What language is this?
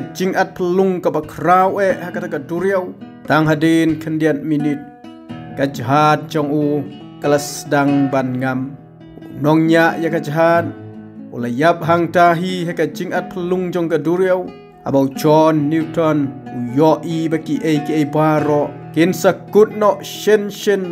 Khasi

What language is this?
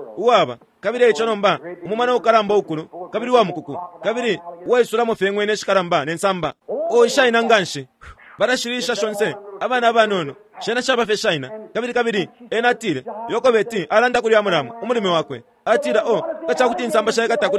Bemba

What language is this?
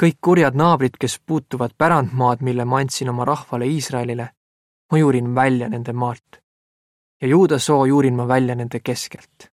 Estonian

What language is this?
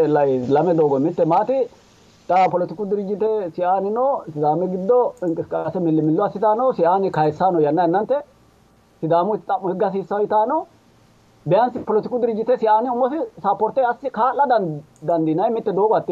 Sidamo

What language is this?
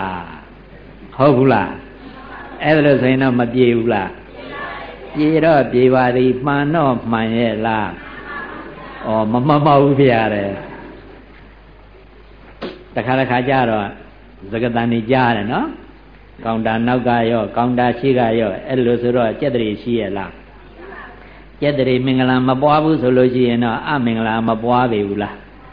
Burmese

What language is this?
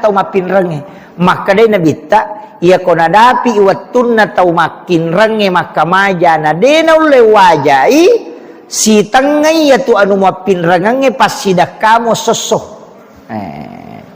Buginese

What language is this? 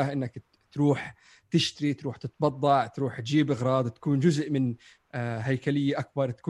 North Levantine Arabic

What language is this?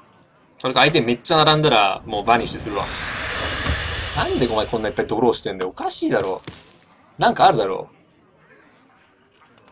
Japanese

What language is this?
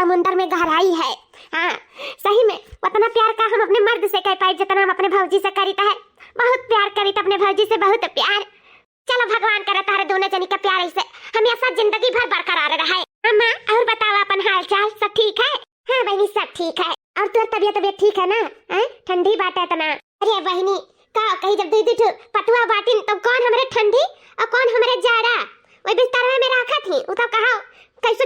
Awadhi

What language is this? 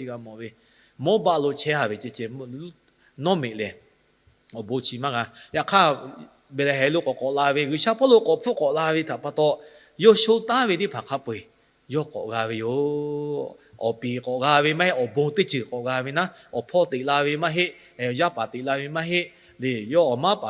Lahu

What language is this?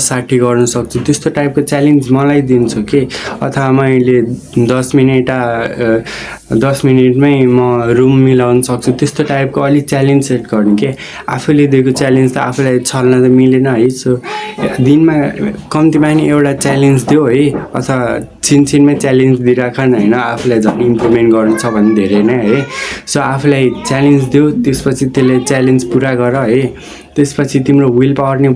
Nepali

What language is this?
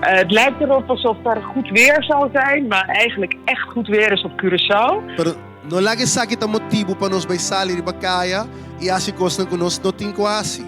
Papiamento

